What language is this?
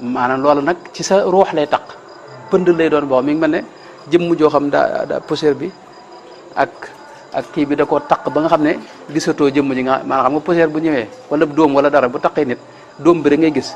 Wolof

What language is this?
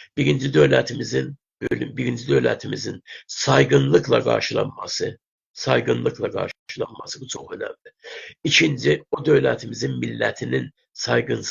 South Azerbaijani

